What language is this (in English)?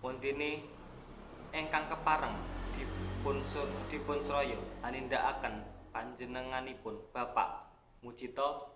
Javanese